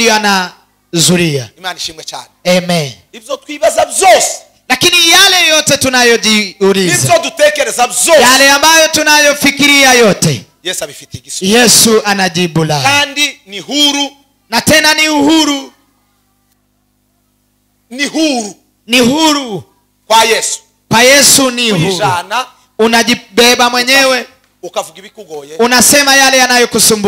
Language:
Kinyarwanda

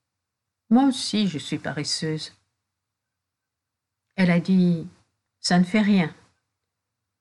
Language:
French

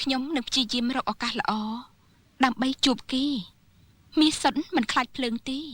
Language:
Khmer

